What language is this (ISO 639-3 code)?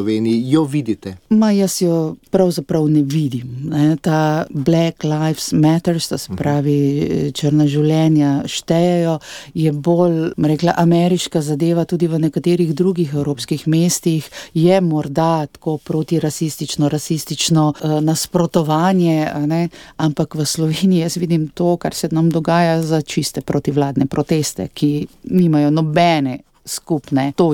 slv